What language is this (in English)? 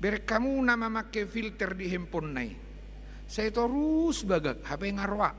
Batak Toba